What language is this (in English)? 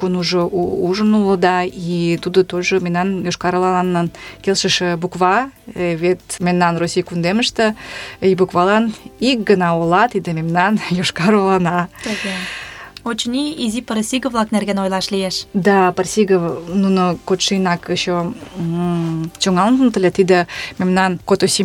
Mari